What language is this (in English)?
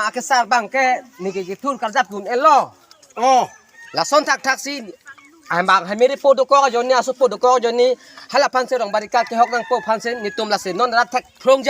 Karbi